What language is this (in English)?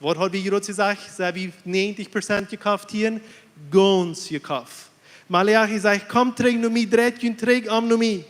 Plautdietsch